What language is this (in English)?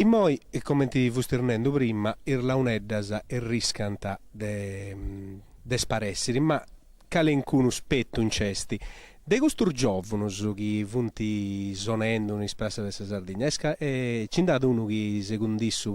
Sardinian